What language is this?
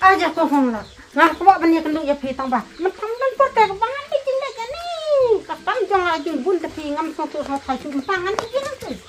Khasi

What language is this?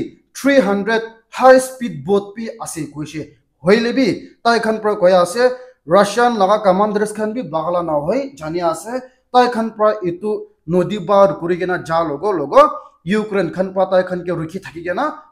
Naga Pidgin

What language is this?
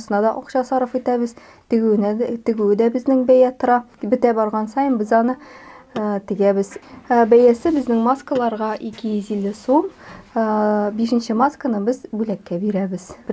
Tatar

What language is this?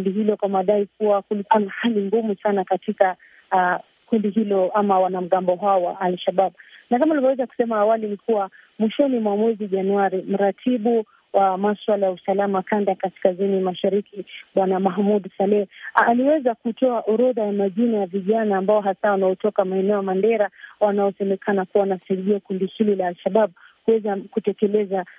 Swahili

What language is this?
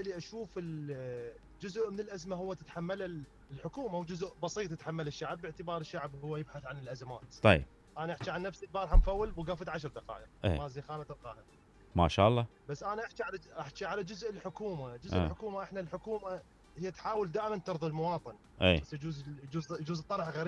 Mesopotamian Arabic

